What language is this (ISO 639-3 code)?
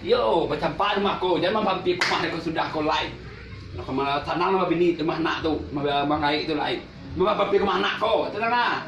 min